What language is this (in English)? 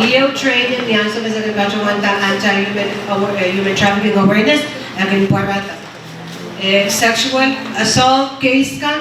Pohnpeian